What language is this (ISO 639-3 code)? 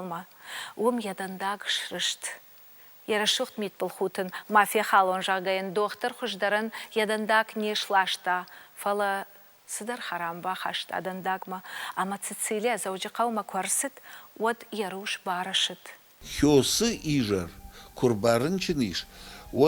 oss